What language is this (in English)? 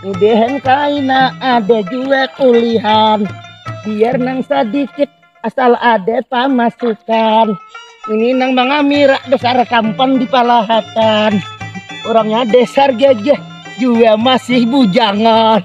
Banjar